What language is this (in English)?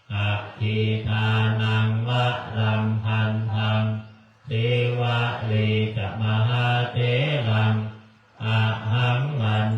Pali